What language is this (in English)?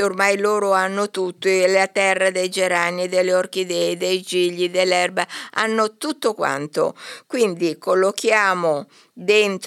Italian